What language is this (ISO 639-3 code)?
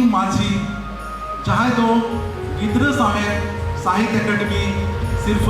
sat